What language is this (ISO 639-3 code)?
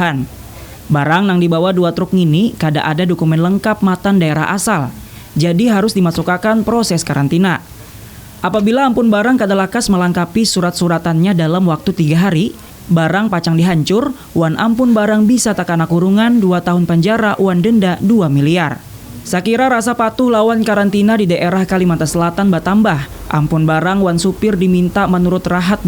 bjn